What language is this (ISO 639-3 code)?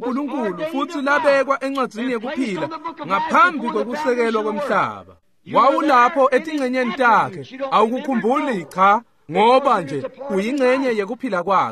ssw